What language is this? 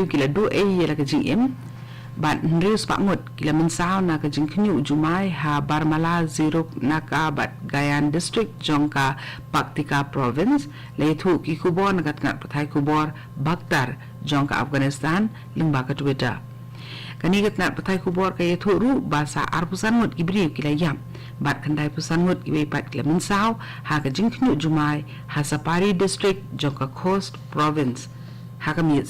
Khasi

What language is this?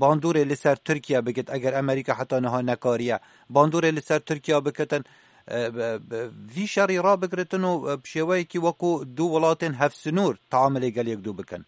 Kurdish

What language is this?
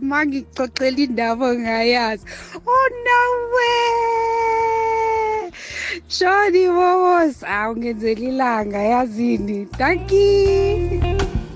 South Ndebele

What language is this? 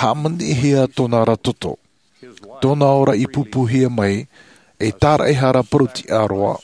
Tahitian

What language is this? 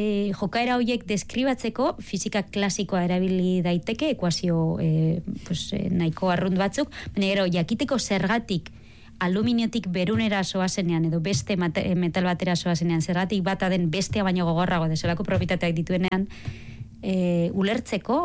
Basque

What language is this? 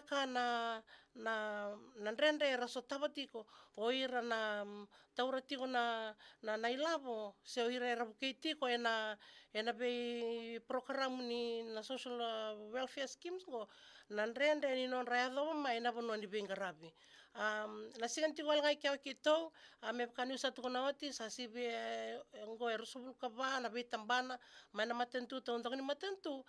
Fijian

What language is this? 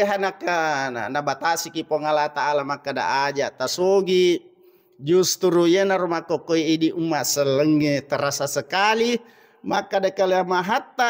Buginese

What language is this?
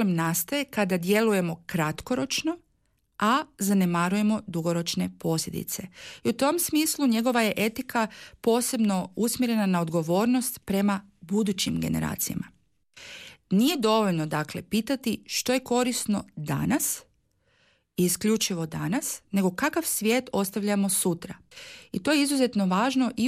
Croatian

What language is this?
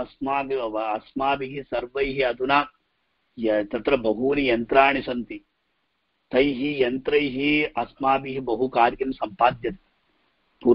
Sanskrit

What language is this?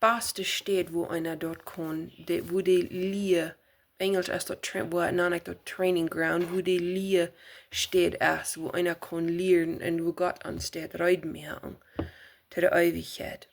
Plautdietsch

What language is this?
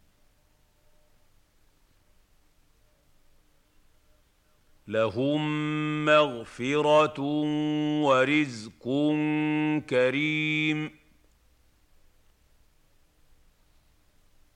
Arabic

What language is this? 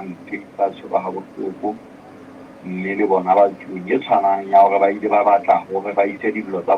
Southern Sotho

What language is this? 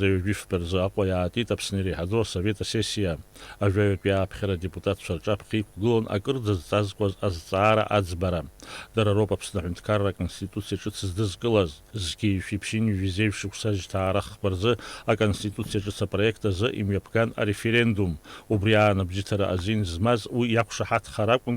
Abkhazian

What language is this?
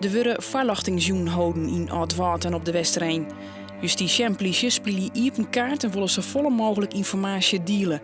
Western Frisian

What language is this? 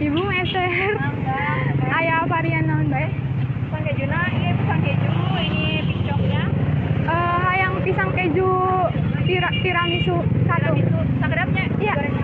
Sundanese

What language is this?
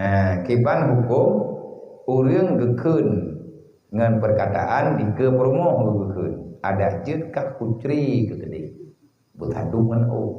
Achinese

